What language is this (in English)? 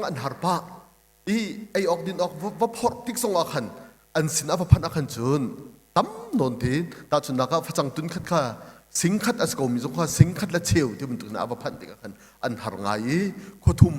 Hakha Chin